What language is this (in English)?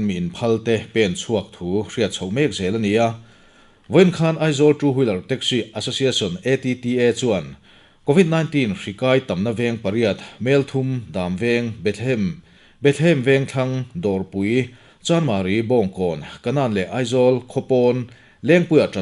Mizo